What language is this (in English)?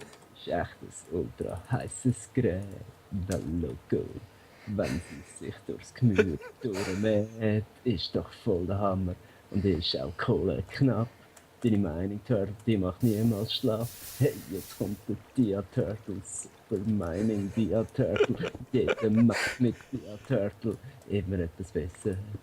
Swiss German